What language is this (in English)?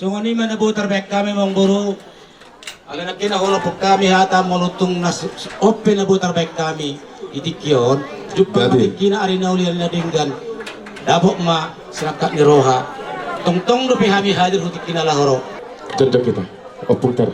Batak Toba